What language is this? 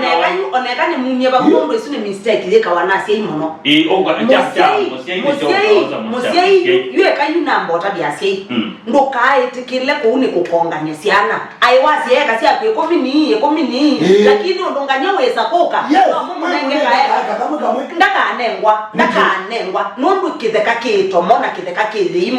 Kamba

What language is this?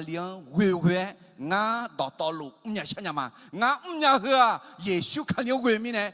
Akha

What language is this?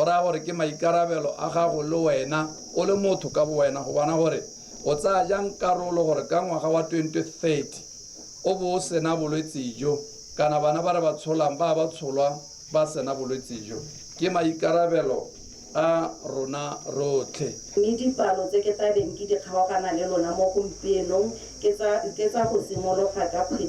Tswana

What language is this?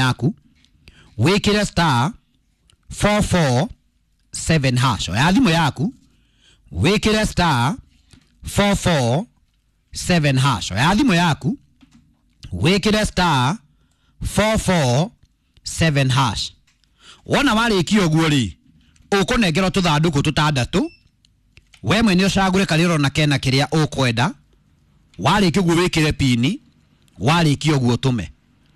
Kikuyu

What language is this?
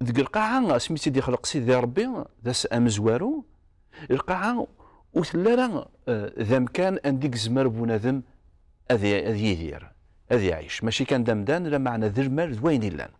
Kabyle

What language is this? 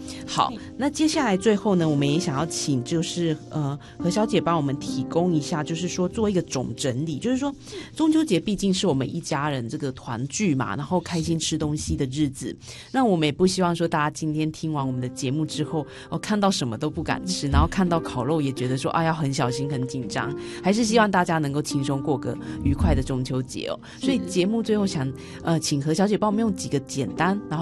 Chinese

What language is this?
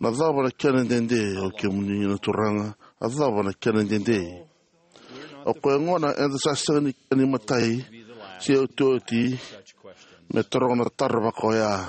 Fijian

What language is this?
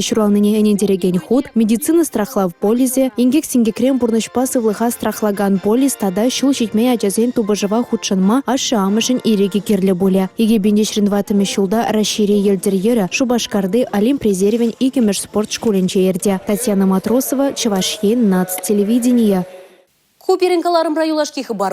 Chuvash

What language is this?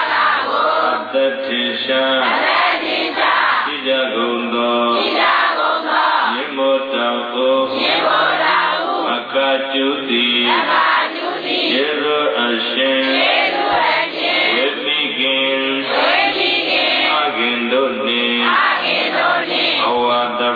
Burmese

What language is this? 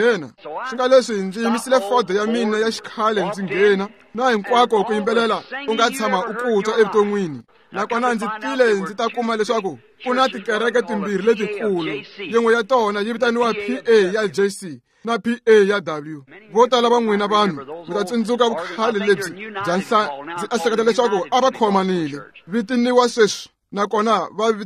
Tsonga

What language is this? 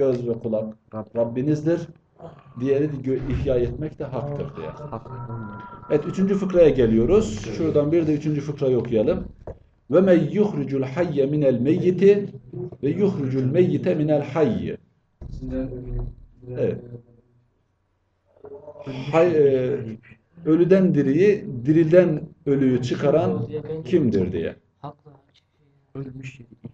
Turkish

